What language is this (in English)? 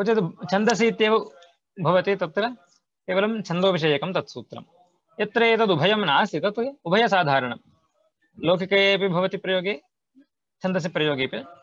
Sanskrit